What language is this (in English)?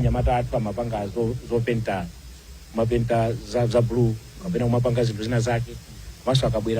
Nyanja